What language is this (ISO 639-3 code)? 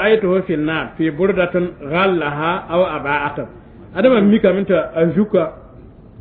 mos